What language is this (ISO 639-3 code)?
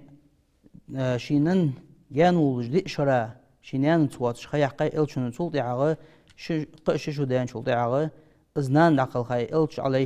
inh